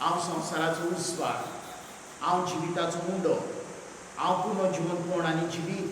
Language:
Konkani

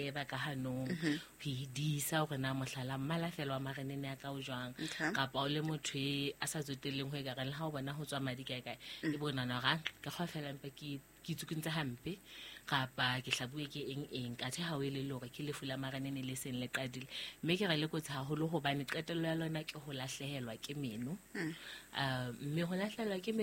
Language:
Southern Sotho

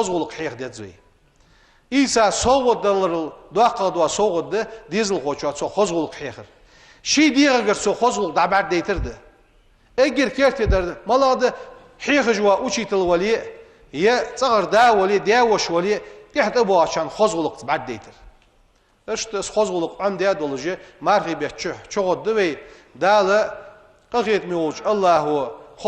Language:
Ingush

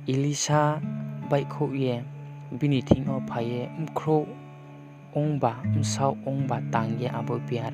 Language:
Riang (India)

